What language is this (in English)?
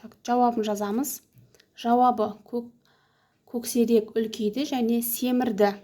Kazakh